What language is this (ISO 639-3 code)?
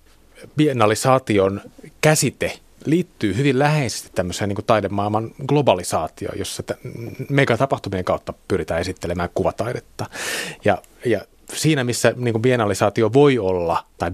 fin